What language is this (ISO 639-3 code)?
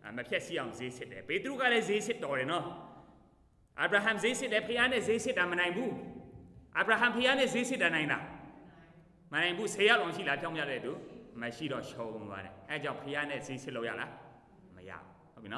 mya